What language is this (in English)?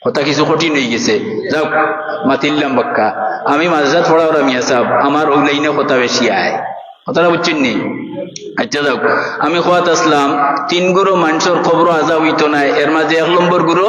Sylheti